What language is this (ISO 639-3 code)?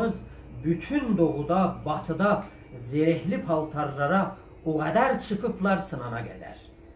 azb